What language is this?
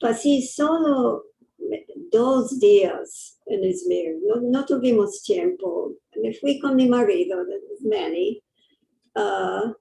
Ladino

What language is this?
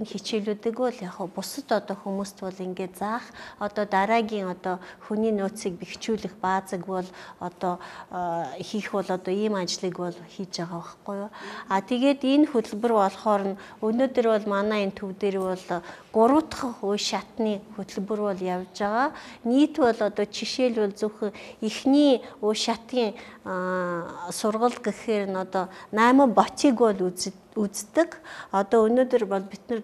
Mongolian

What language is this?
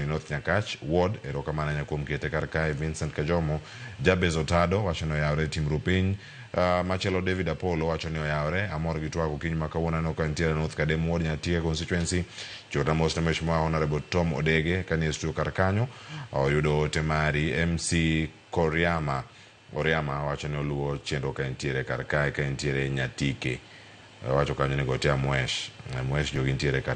Luo (Kenya and Tanzania)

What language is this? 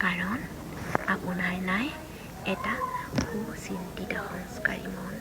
Assamese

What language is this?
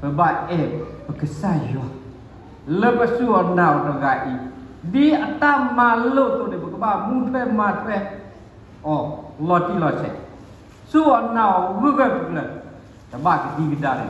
S'gaw Karen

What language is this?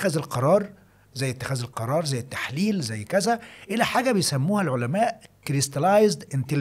Egyptian Arabic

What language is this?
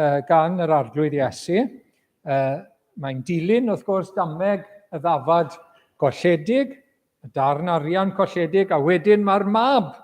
Welsh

